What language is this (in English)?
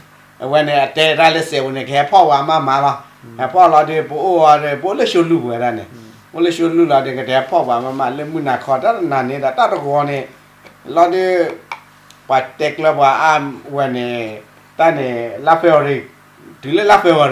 S'gaw Karen